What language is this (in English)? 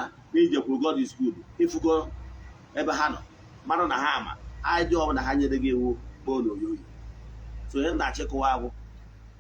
Igbo